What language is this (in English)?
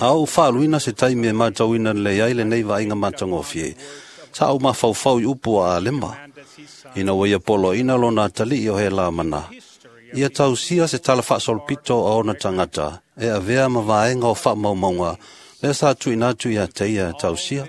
Samoan